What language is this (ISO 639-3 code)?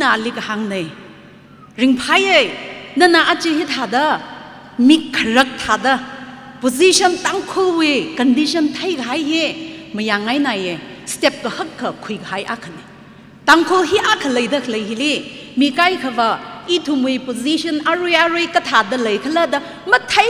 nmf